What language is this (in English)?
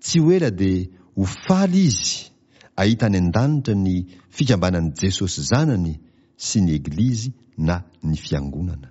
Malagasy